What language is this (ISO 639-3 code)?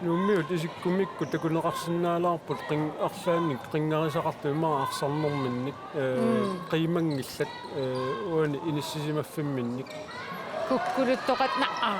kal